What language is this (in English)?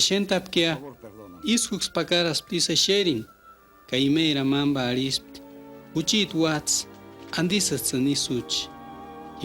Purepecha